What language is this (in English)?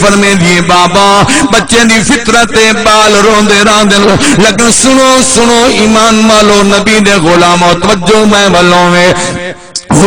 Saraiki